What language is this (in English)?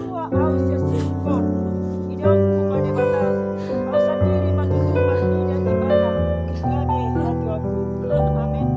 Batak Toba